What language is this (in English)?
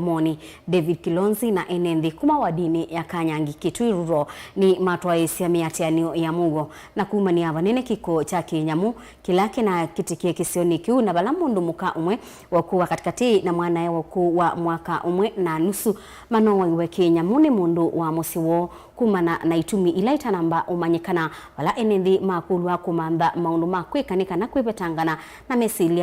Kamba